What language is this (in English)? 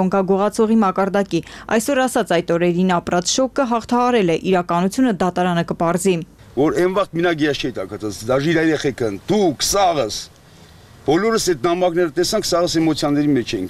Armenian